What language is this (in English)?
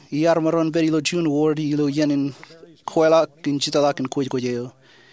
Marshallese